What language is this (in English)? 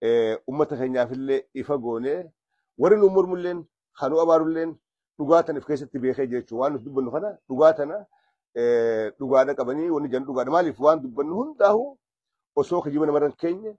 Oromo